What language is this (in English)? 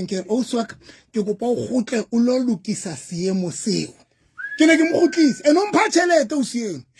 Southern Sotho